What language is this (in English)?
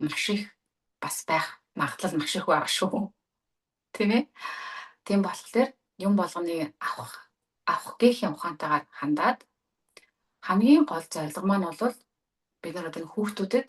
Mongolian